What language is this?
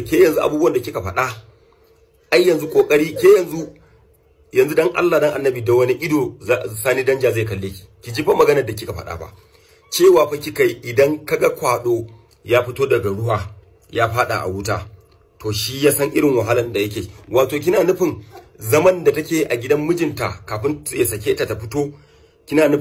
Hausa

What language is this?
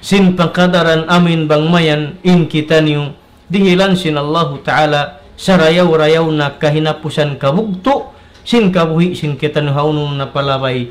Tausug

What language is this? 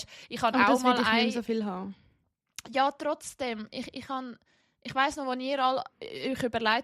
Swiss German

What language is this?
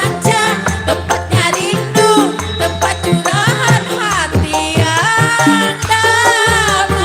Betawi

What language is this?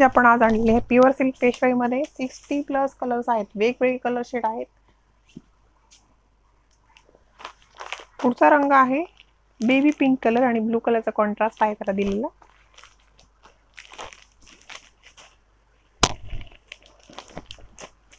Marathi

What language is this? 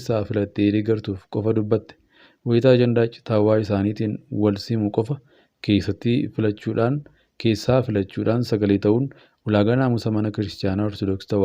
Oromo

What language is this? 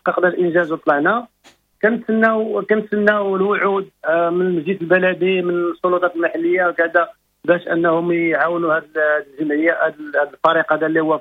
Moroccan Arabic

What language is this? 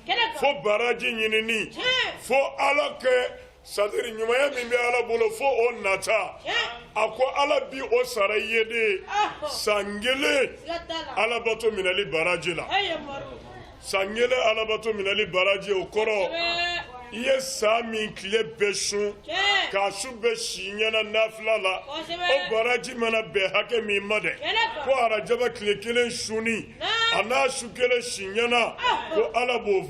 Bambara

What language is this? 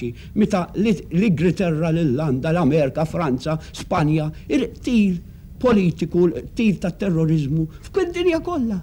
Maltese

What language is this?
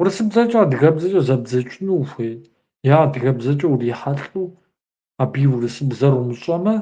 Kabardian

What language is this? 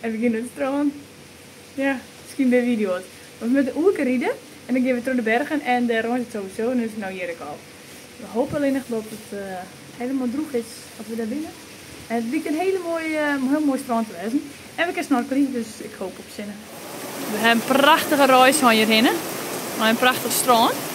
Western Frisian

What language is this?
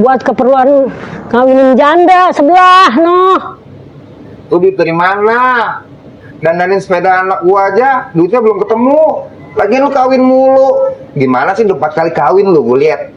Betawi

